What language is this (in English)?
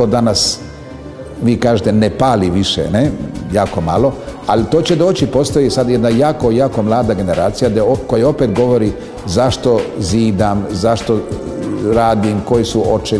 Serbian